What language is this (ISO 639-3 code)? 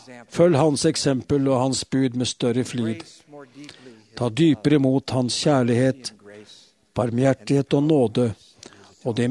nor